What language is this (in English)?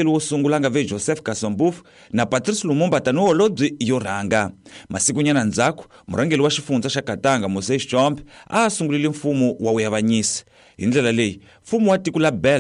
Tsonga